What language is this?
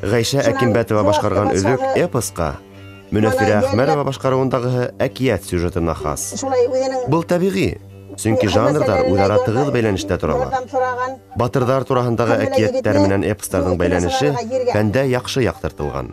Bashkir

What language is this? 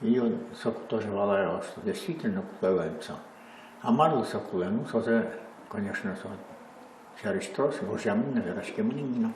Udmurt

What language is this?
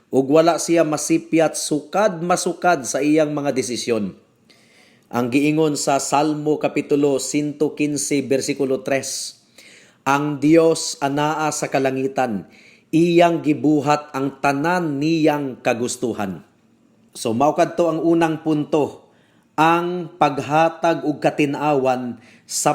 Cebuano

